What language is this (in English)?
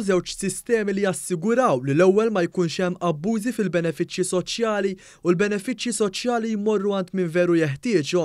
Maltese